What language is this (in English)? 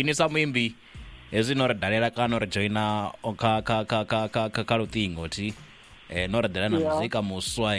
Venda